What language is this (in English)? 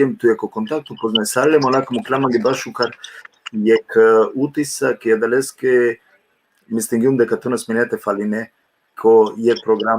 Balkan Romani